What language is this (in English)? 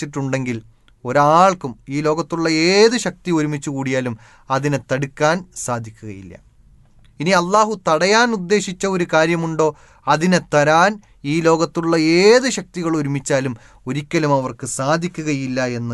Malayalam